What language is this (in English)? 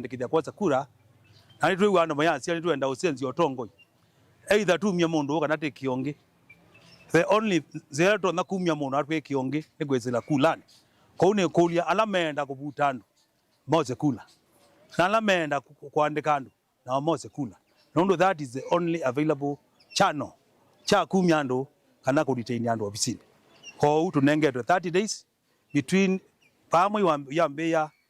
Kamba